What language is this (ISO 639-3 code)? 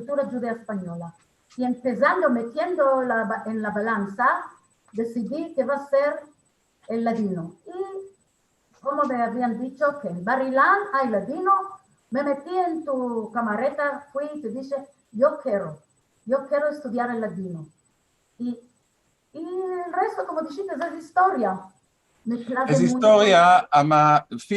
lad